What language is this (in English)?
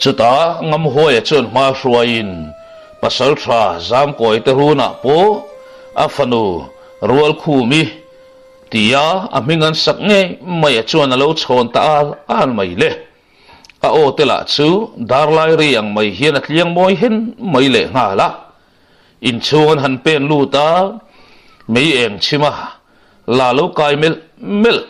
Mizo